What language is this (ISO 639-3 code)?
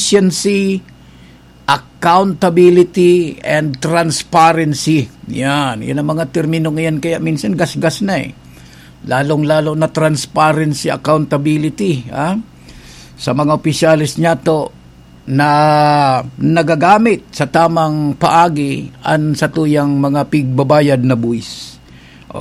bik